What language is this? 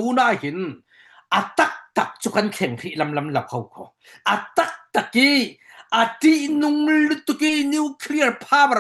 Falam Chin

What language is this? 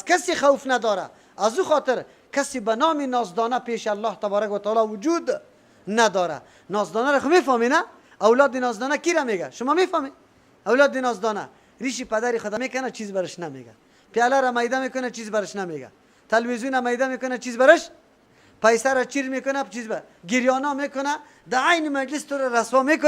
Persian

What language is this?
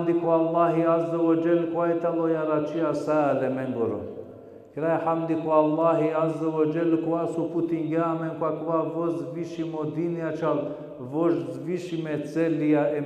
Balkan Romani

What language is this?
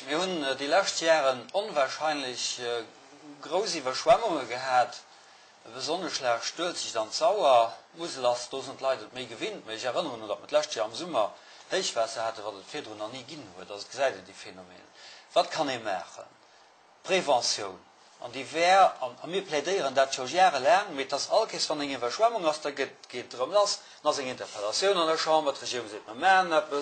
Luxembourgish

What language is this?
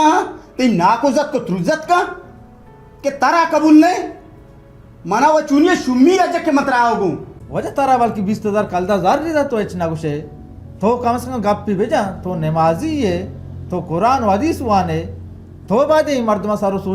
Baluchi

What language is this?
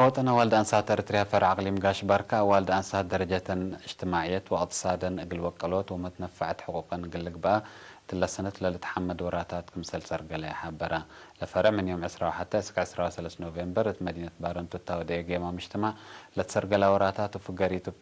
Tigre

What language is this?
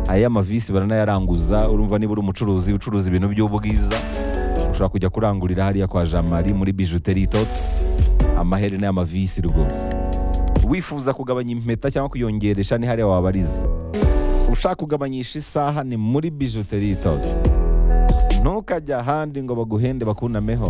Kinyarwanda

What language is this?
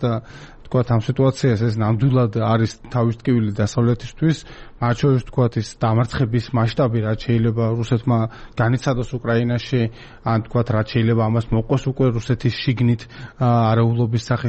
Georgian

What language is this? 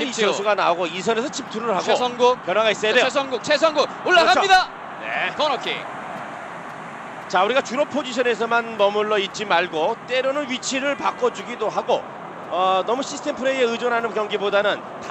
Korean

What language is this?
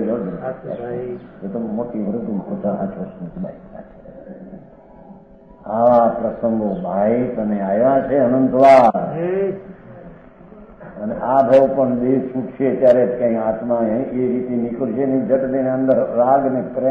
Gujarati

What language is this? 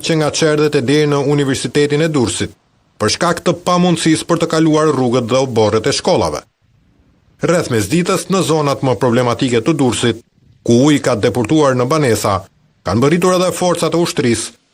Albanian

